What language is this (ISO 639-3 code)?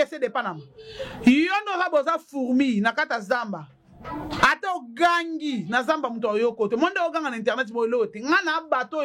lin